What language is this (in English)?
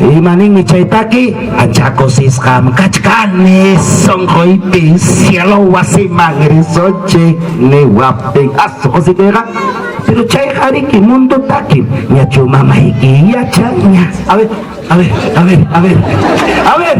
Ayacucho Quechua